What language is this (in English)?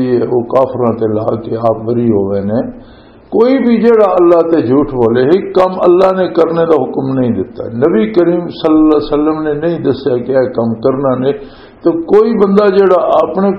Western Panjabi